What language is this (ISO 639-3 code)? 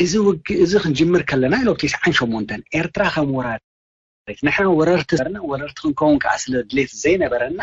tir